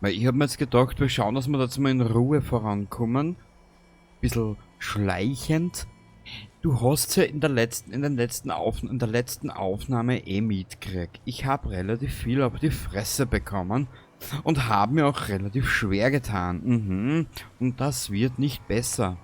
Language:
Bavarian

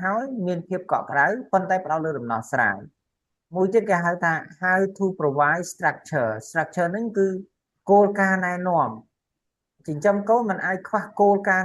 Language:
Khmer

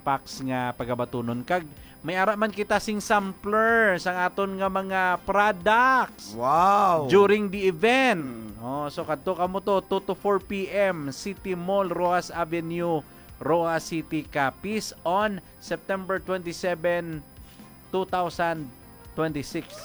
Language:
Hiligaynon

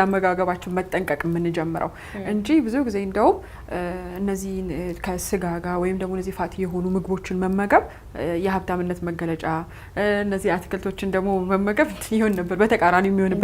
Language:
Amharic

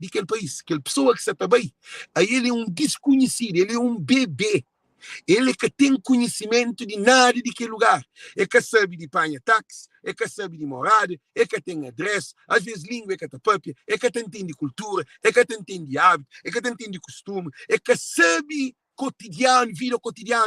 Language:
Kabuverdianu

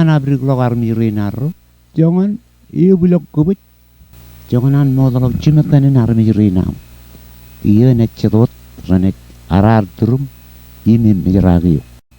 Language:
Marshallese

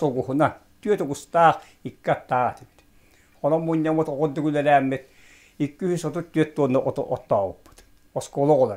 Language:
Yakut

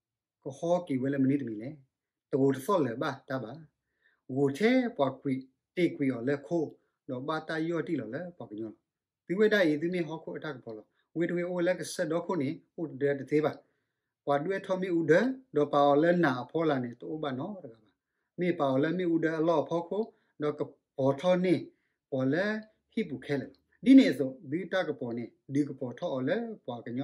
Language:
S'gaw Karen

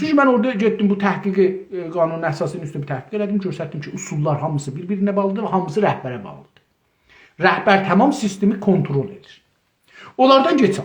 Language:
South Azerbaijani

